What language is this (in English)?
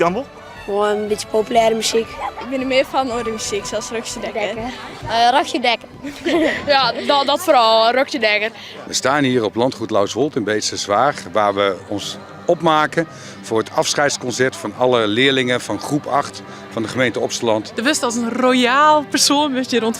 Western Frisian